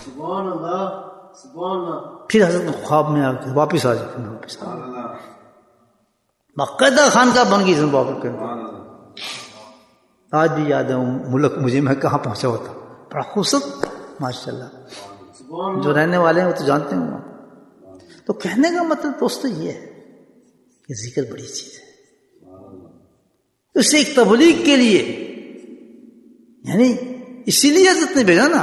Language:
Urdu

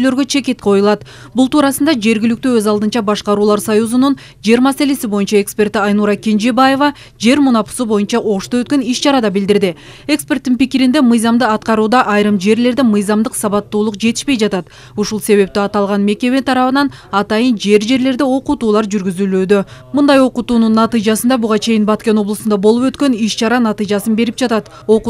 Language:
Kyrgyz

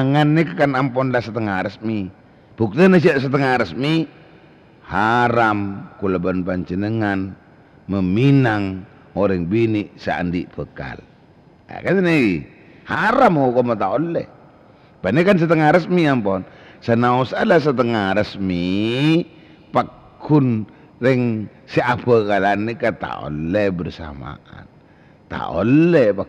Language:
Madurese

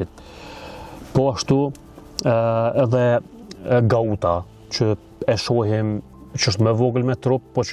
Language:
Albanian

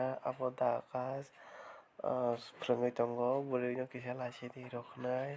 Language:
Kok Borok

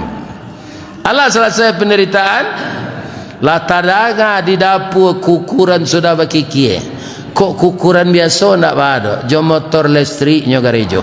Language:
Minangkabau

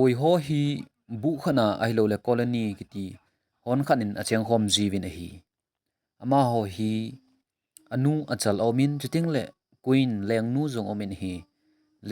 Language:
Thado Chin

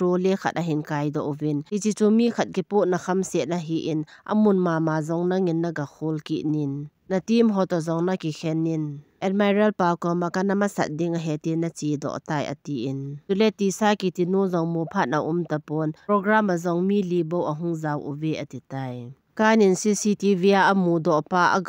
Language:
Thado Chin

